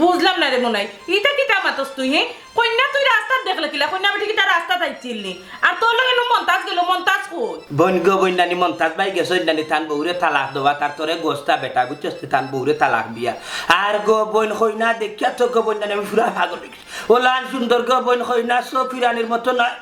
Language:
Sylheti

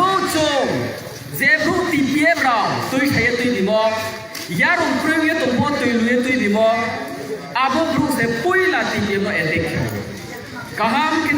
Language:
Riang (India)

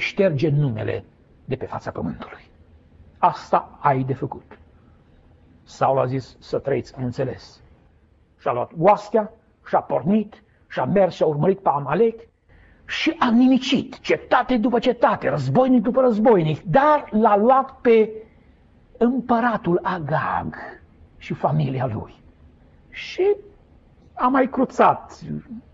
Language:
Romanian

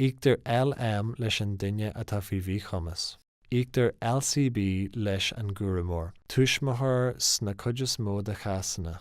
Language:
Irish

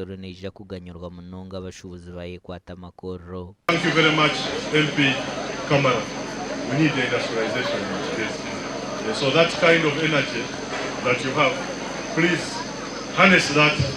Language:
Nyankole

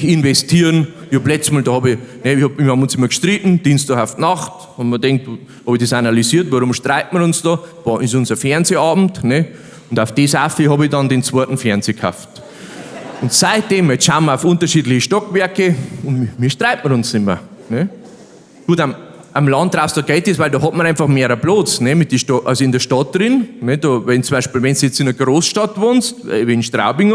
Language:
Bavarian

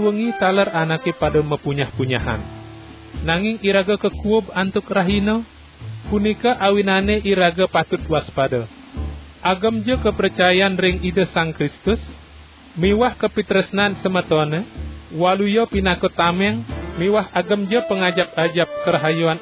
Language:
Balinese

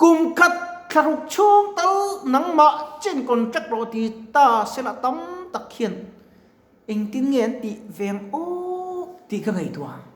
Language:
Mizo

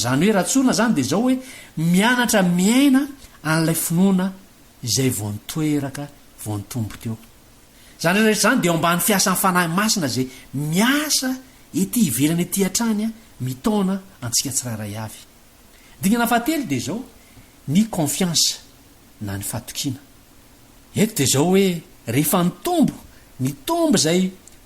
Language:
Malagasy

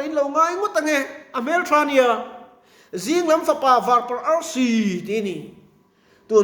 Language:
Mizo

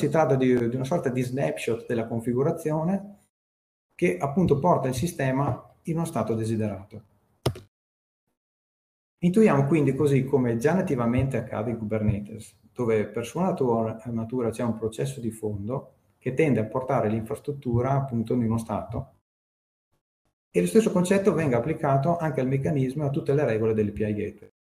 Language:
Italian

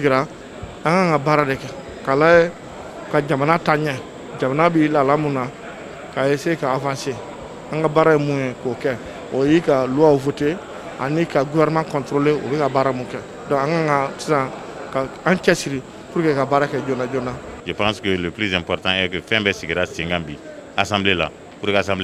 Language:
Bambara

